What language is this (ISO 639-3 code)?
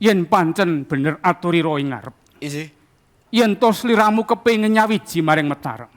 jav